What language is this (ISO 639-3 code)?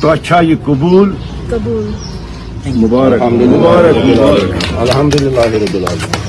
kas